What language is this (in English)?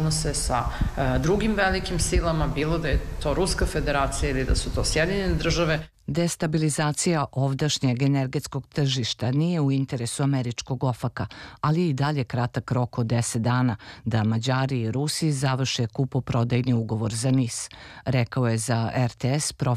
Serbian